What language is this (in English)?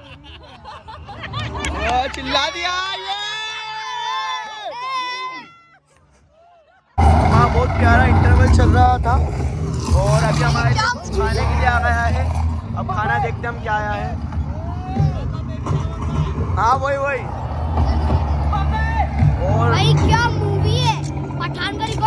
Hindi